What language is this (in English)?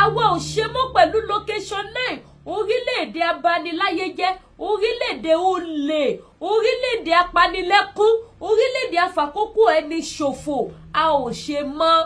Yoruba